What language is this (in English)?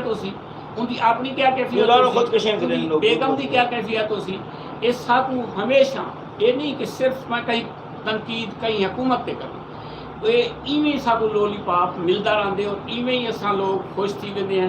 Saraiki